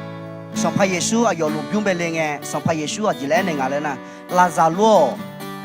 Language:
Akha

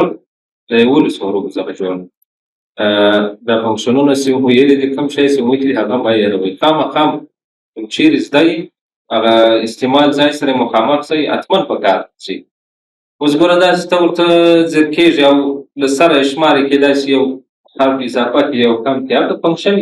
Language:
Pashto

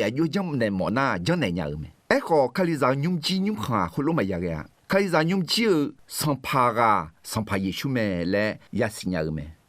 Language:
Akha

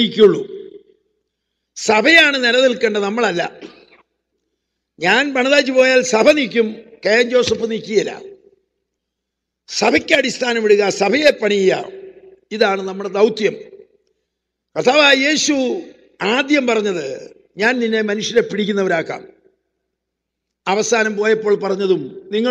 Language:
Malayalam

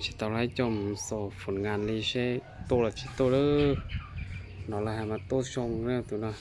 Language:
Hmong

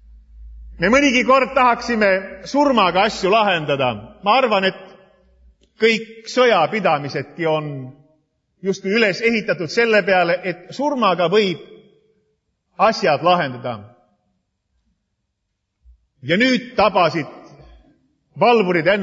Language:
Estonian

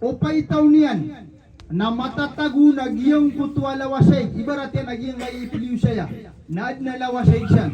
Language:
Maranao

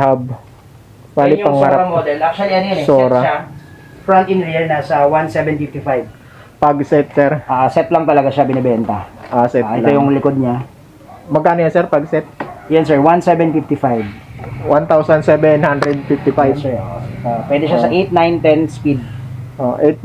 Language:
Filipino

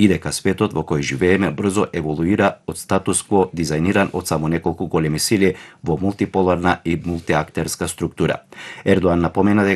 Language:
Macedonian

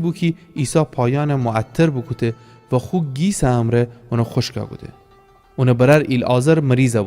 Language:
Gilaki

